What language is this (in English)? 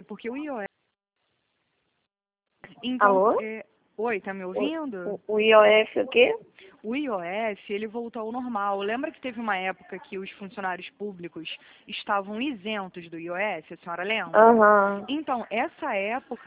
Portuguese